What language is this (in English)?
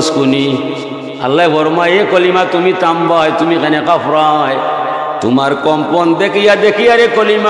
Sylheti